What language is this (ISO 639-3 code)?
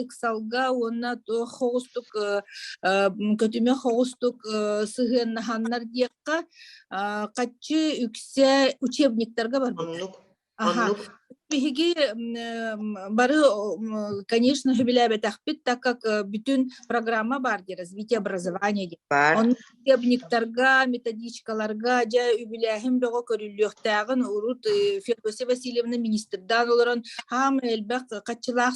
sah